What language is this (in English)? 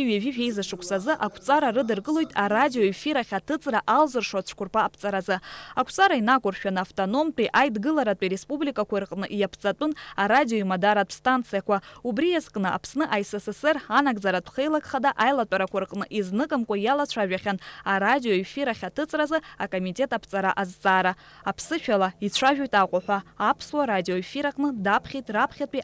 Abkhazian